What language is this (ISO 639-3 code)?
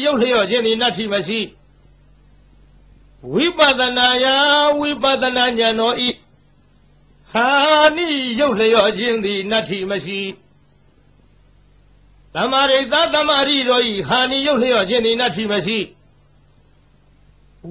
mya